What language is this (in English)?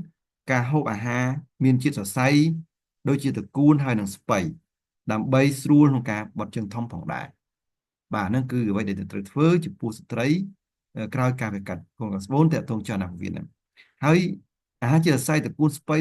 Khmer